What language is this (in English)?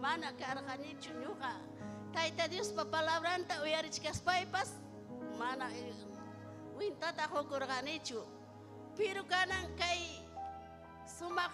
Ayacucho Quechua